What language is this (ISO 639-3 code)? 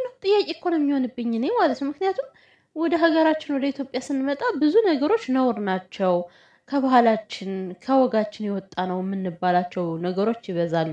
amh